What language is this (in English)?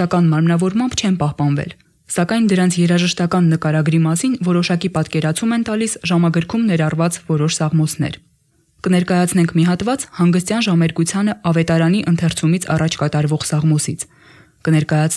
Armenian